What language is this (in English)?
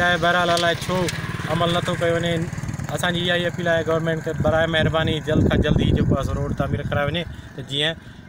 Sindhi